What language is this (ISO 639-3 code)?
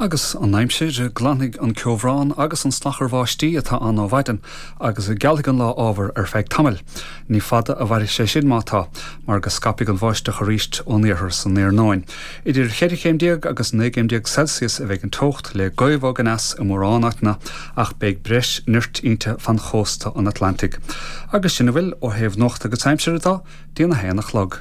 gle